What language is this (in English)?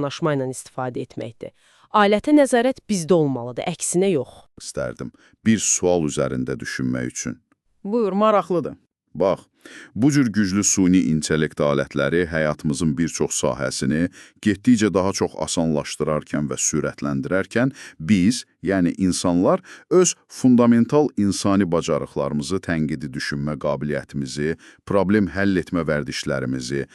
Azerbaijani